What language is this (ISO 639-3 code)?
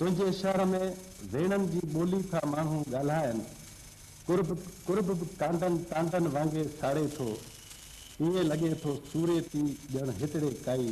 snd